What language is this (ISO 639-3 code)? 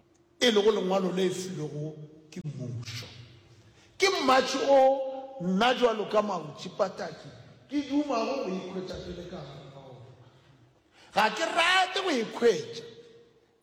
nso